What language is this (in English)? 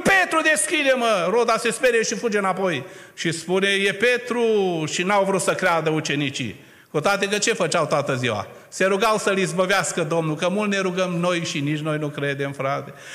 Romanian